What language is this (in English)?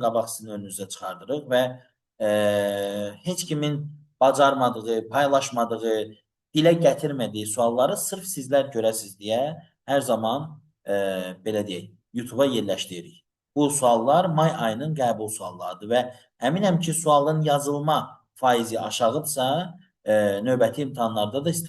Azerbaijani